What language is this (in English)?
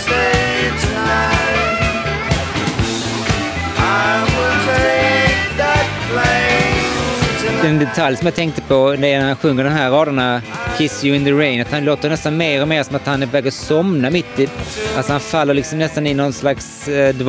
Swedish